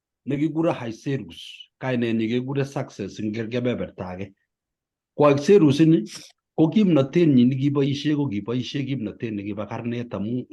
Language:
Kalenjin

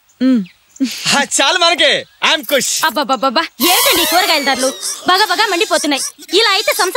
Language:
Telugu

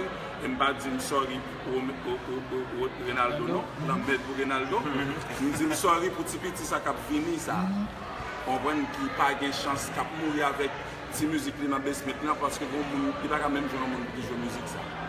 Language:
Haitian Creole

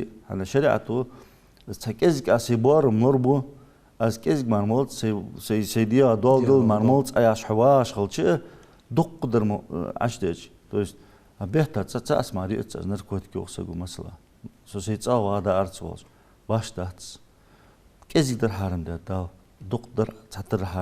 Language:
Ingush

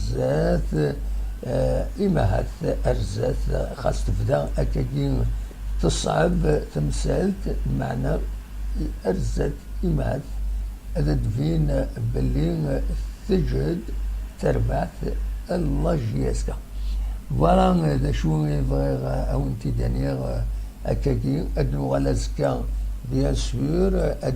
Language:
Kabyle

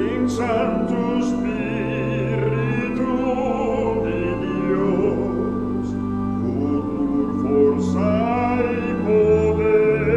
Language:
Papiamento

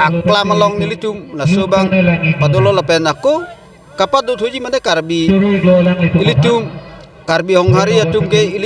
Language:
Karbi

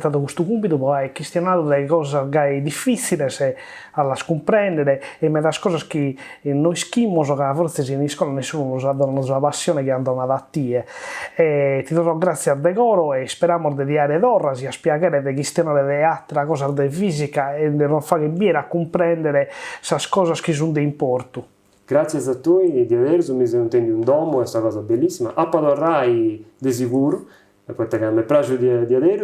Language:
Sardinian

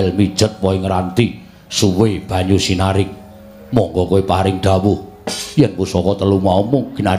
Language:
Javanese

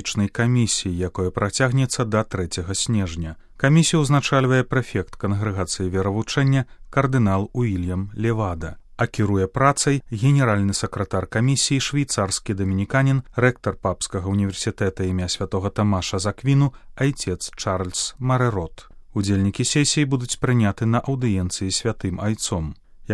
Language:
Belarusian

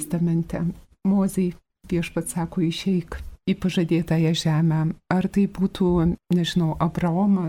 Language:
Lithuanian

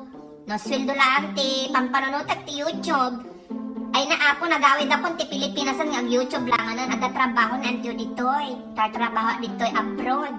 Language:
Iloko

